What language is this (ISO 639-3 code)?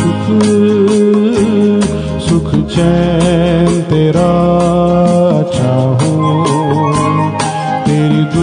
hin